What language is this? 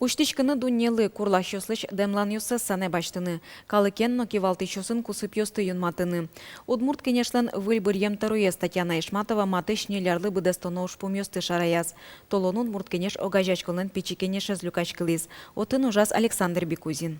Udmurt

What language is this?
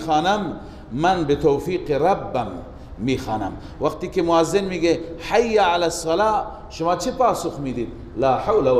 Persian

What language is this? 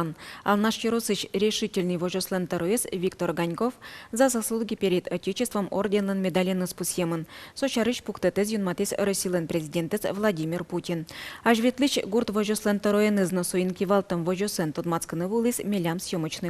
Udmurt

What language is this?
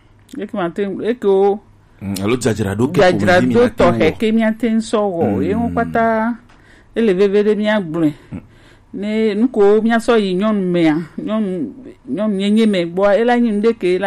Gen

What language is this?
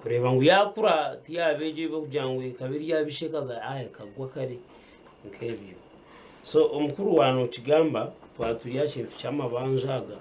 Nyankole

